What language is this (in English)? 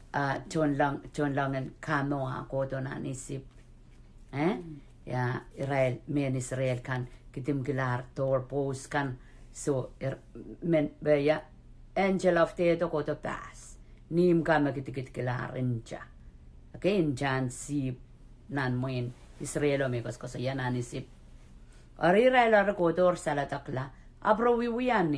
Pohnpeian